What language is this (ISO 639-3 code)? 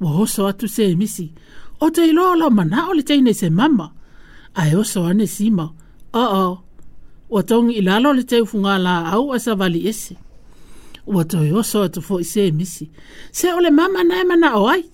smo